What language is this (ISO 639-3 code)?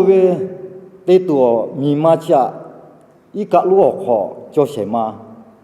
lhu